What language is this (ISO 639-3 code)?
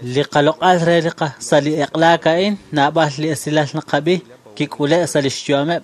kek